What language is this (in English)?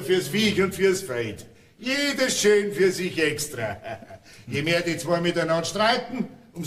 Bavarian